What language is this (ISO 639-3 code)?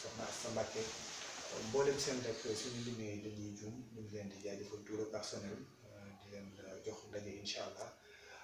wol